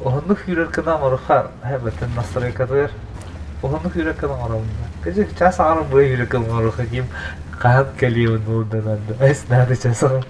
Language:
Yakut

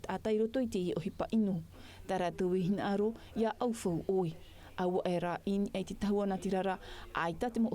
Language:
Tahitian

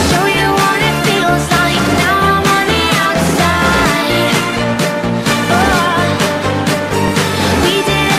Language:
English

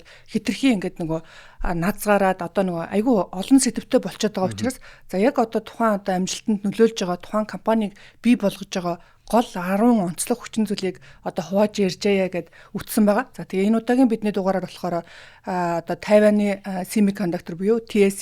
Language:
Mongolian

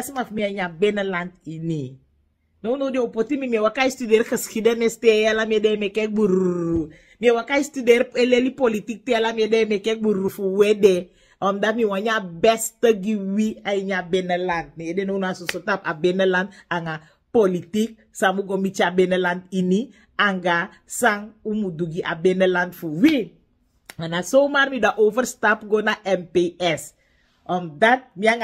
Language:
Sranan Tongo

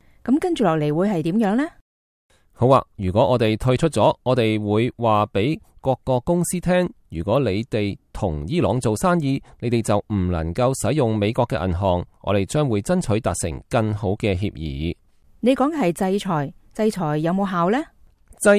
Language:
Cantonese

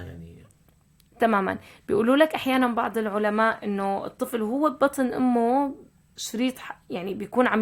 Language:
North Levantine Arabic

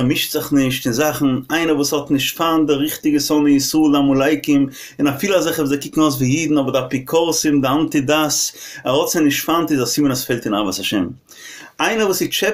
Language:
Yiddish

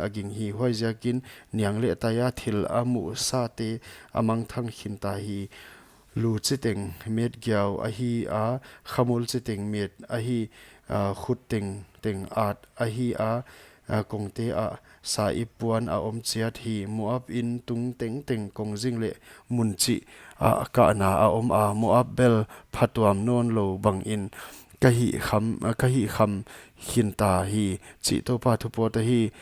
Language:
Paite Chin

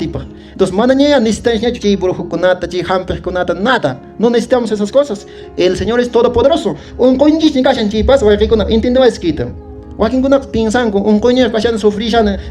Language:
Quechua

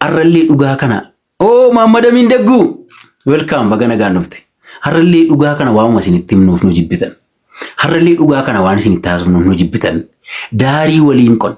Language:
Oromo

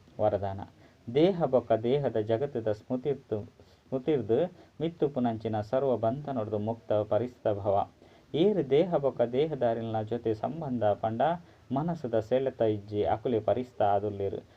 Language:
Tulu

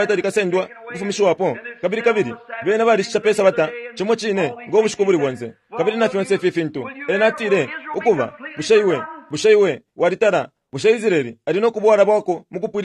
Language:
Bemba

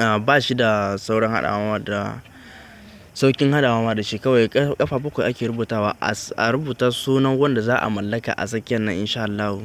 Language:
Hausa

